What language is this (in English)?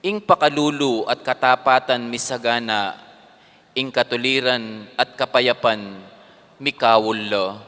Pampanga